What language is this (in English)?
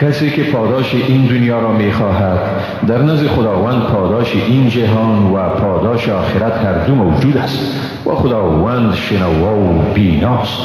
Persian